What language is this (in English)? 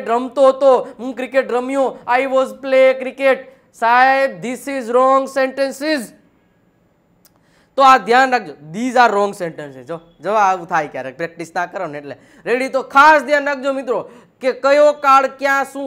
Gujarati